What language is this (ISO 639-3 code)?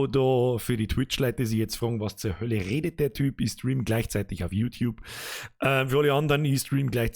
bar